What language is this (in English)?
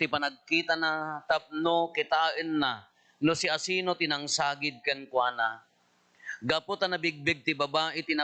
Iloko